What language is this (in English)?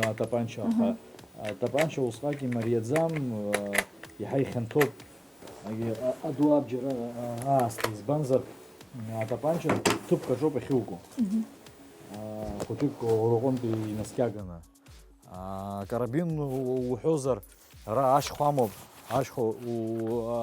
Abkhazian